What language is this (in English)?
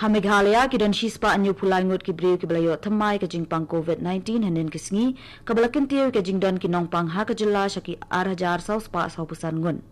Khasi